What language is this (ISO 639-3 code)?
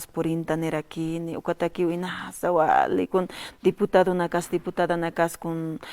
aym